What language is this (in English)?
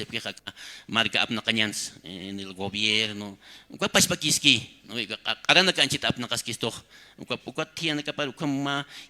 Aymara